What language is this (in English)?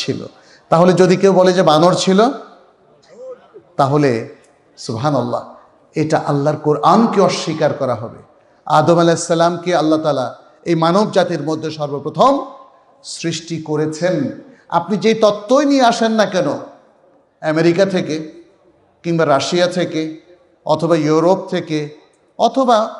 Bangla